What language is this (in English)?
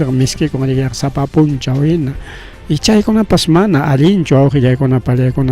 Ayacucho Quechua